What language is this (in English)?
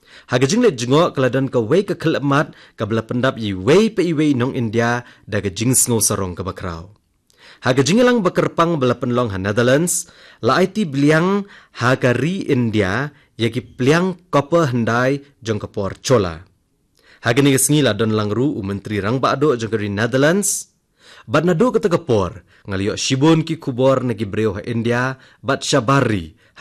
Khasi